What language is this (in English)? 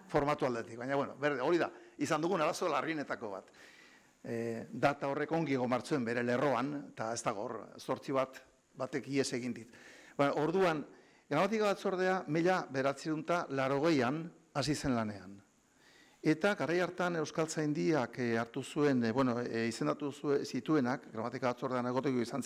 Basque